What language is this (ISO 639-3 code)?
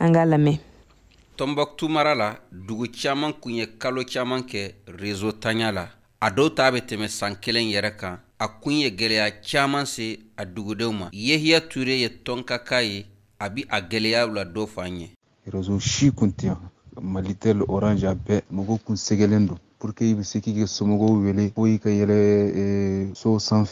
bam